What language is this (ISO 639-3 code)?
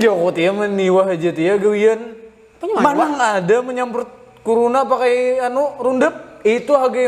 bjn